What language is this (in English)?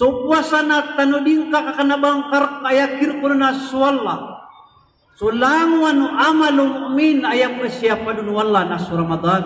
Maranao